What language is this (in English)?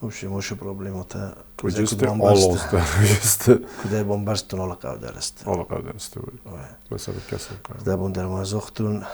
Ossetic